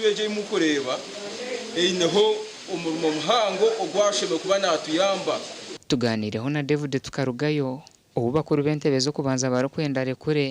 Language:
Nyankole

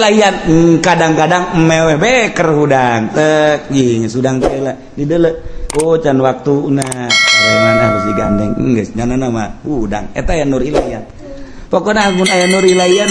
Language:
Sundanese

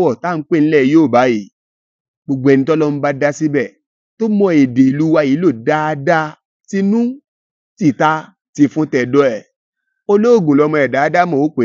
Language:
Yoruba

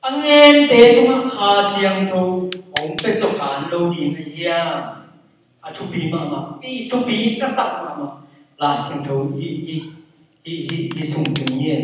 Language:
Tedim Chin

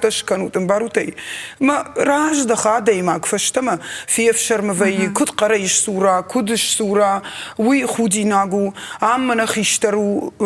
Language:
Ossetic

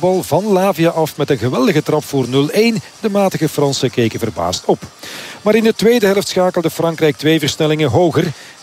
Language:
Dutch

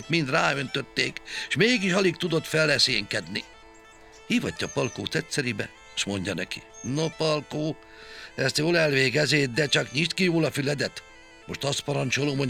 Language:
Hungarian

